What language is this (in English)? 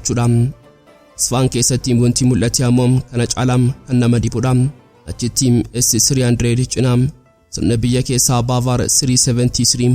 Oromo